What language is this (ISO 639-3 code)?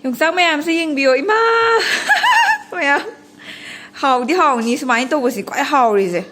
mni